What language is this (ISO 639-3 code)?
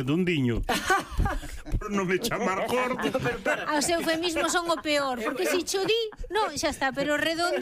glg